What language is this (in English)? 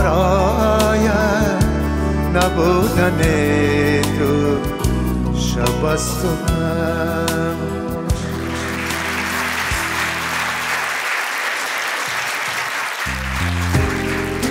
Persian